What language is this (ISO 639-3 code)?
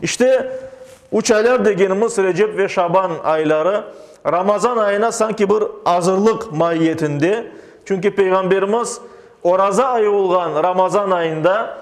crh